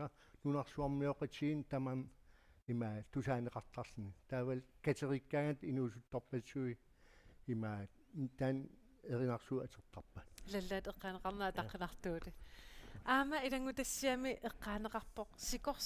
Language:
Kalaallisut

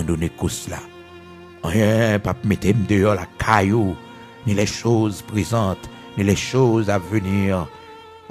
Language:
Haitian Creole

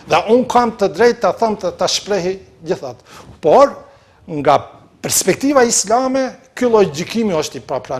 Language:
Albanian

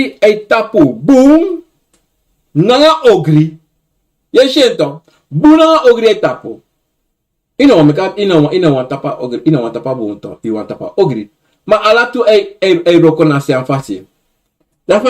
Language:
Sranan Tongo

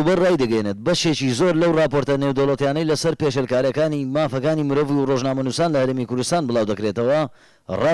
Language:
Central Kurdish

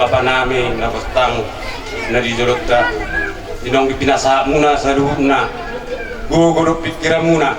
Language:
Batak Toba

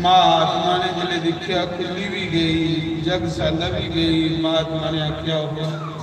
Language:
Dogri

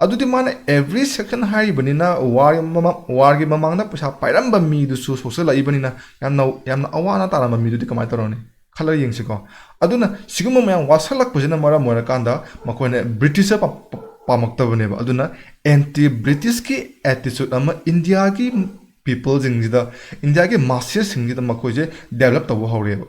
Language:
Manipuri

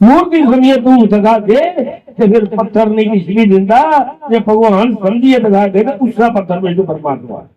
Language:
Dogri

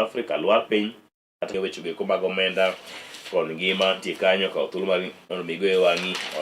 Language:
Luo (Kenya and Tanzania)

